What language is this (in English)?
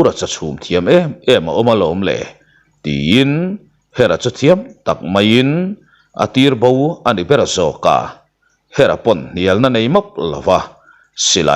Mizo